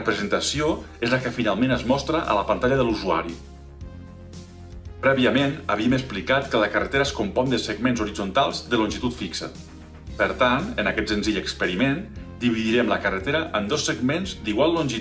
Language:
Catalan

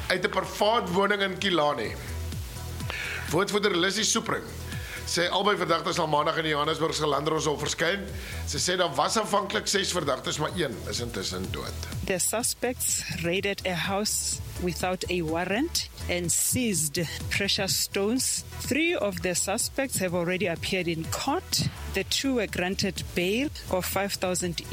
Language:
Afrikaans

